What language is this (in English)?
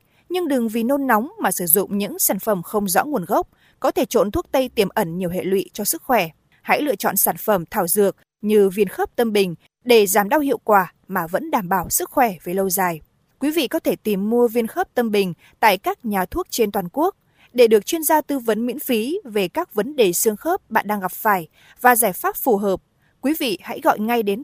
Vietnamese